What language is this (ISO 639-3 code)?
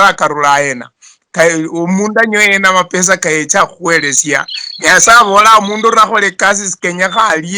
luy